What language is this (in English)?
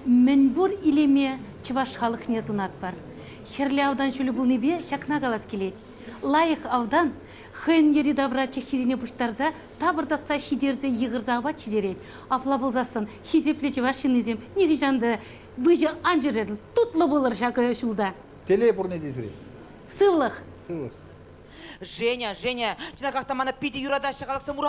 Chuvash